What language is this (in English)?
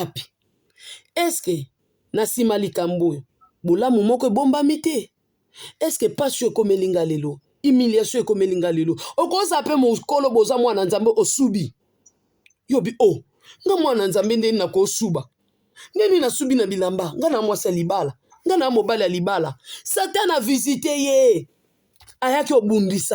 Lingala